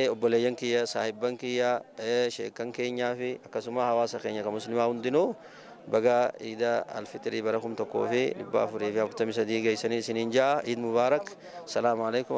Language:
Oromo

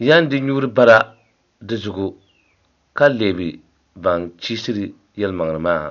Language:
Dagbani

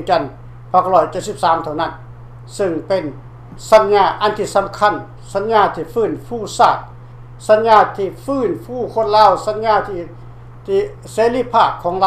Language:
Lao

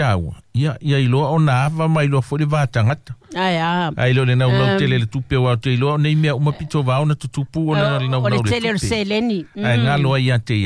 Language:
Samoan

